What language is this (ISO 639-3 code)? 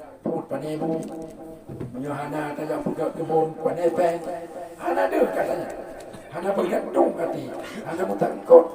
ace